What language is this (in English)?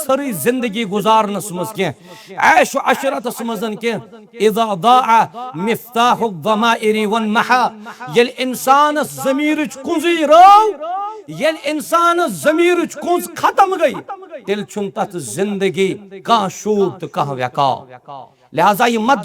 Kashmiri